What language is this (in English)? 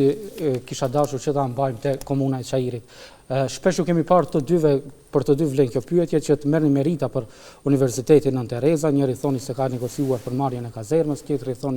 Albanian